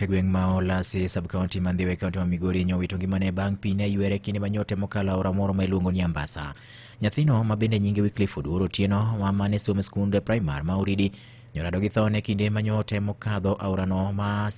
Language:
Luo (Kenya and Tanzania)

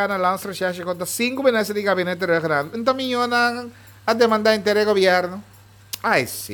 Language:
Papiamento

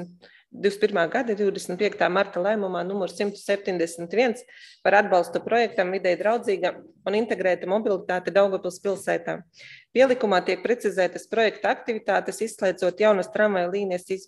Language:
Latvian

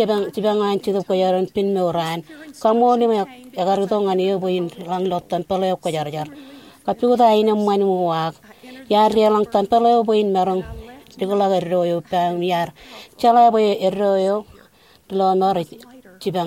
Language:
Marshallese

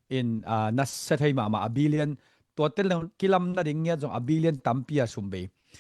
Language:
Tedim Chin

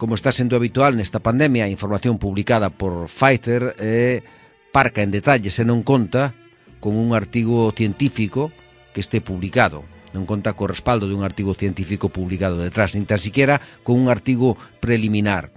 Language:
Galician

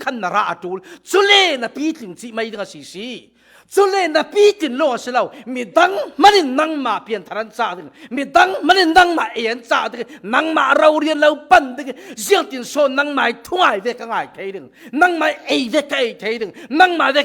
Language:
Falam Chin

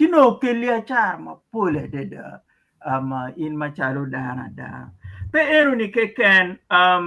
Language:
Acoli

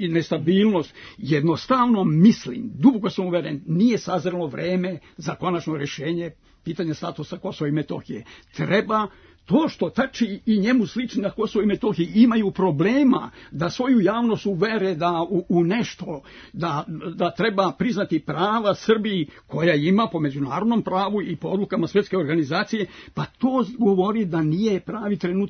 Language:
Serbian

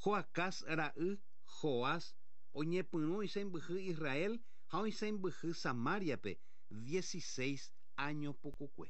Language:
Guarani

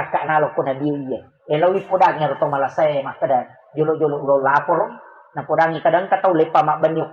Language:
Buginese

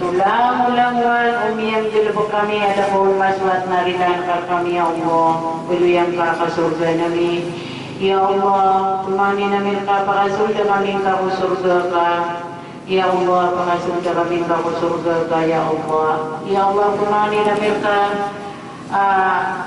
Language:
Maranao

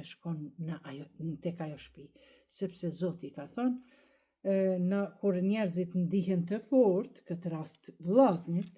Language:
Albanian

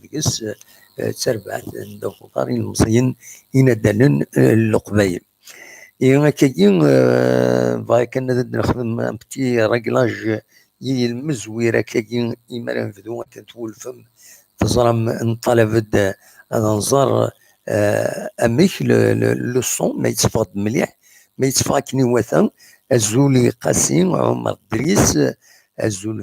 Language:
Kabyle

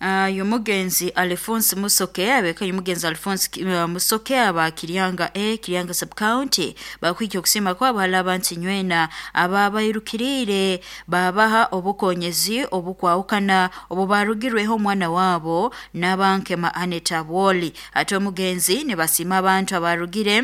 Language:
Nyoro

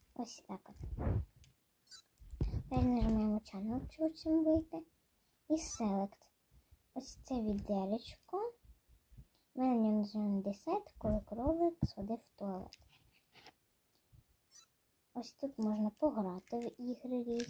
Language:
Ukrainian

